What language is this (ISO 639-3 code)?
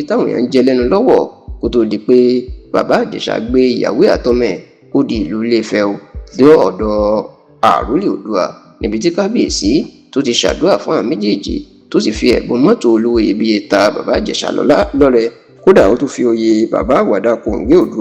yor